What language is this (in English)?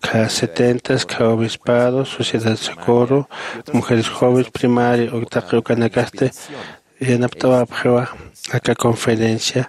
Aymara